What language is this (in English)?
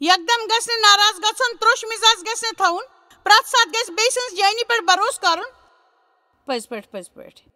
Kashmiri